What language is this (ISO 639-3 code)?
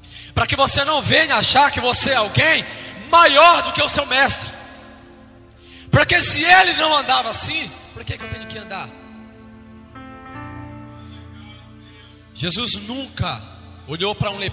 por